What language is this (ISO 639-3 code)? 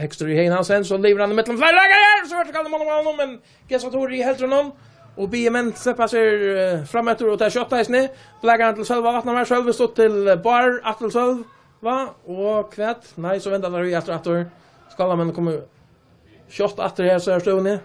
fao